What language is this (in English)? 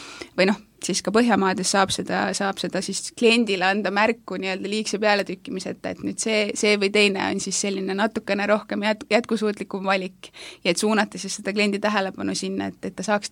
Estonian